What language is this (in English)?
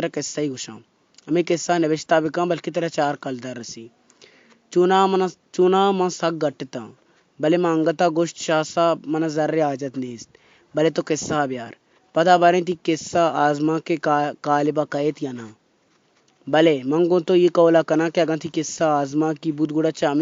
Baluchi